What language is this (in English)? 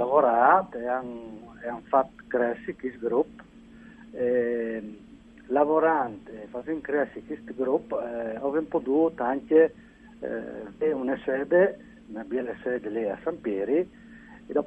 Friulian